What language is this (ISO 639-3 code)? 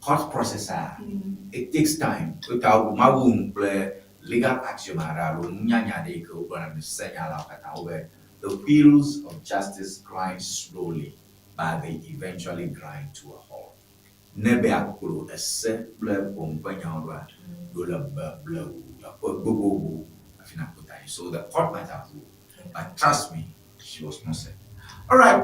ewe